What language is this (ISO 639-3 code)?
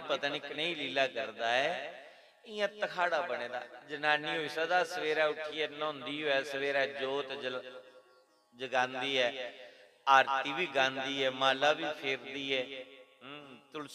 doi